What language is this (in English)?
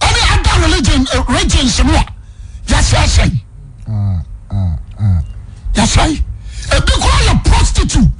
Akan